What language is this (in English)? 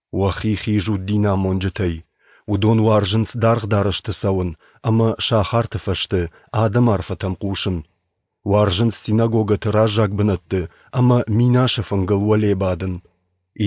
Ossetic